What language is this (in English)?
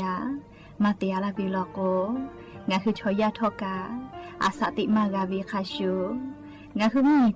Lahu